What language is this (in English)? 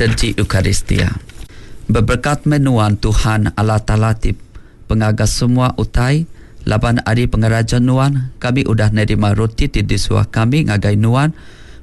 Iban